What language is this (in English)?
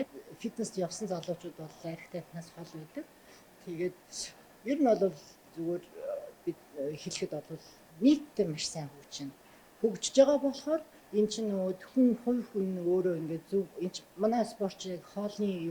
Mongolian